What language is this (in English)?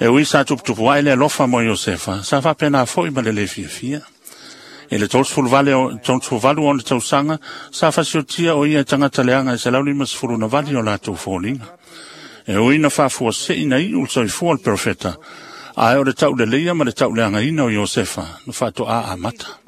Samoan